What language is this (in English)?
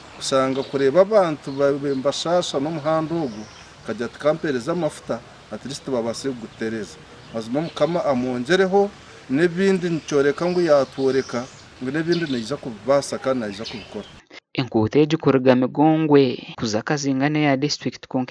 Nyankole